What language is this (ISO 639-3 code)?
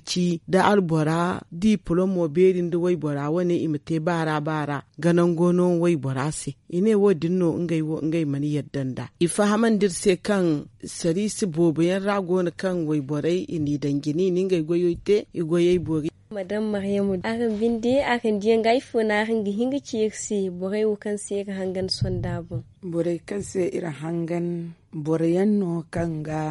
dje